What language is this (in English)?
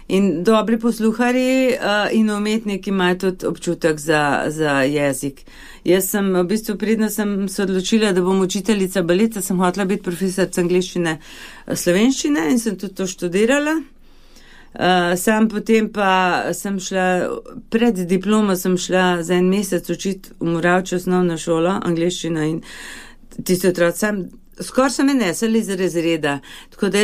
Slovenian